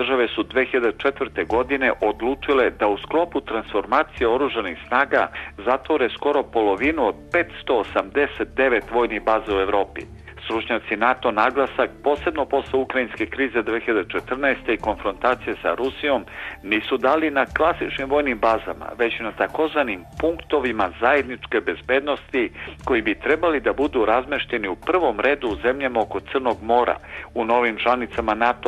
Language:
Serbian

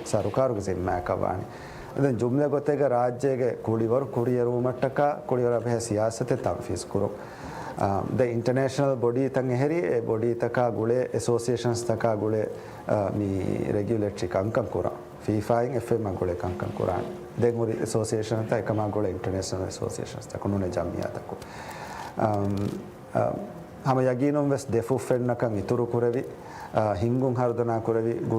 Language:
Divehi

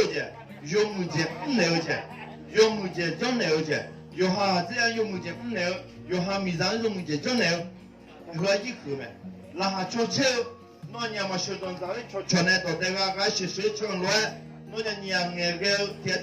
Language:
Akha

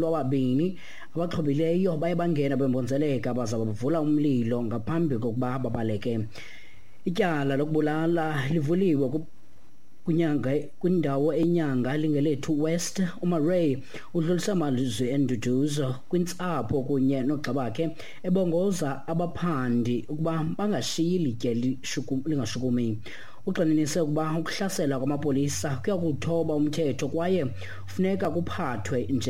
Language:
Xhosa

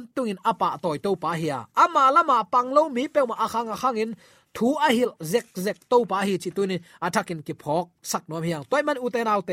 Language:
Tedim Chin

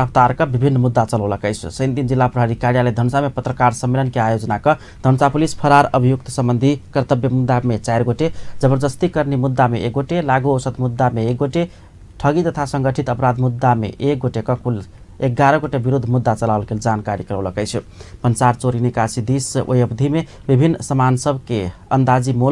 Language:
Maithili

